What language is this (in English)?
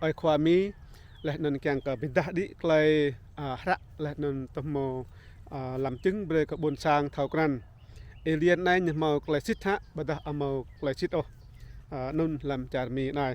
Rade